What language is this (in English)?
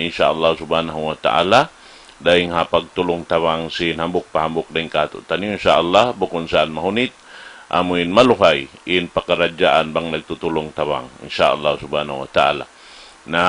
Tausug